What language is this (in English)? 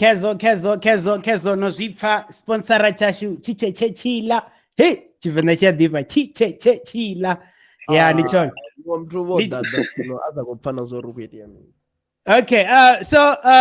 Venda